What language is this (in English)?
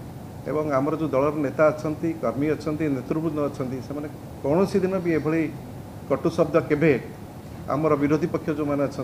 Odia